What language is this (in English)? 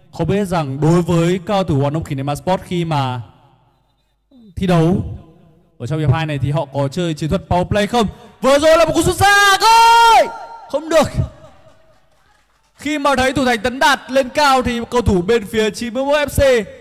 Vietnamese